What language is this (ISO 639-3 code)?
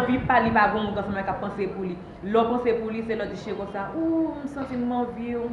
hat